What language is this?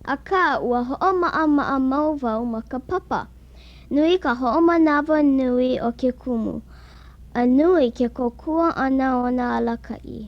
Hawaiian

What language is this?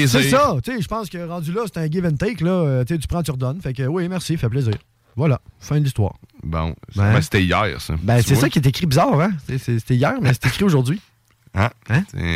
French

